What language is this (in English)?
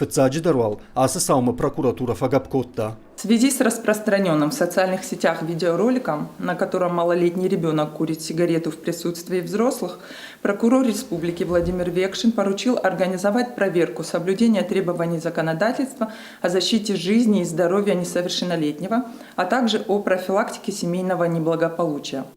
Ossetic